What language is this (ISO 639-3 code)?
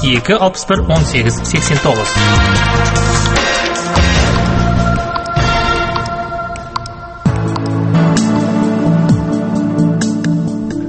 kaz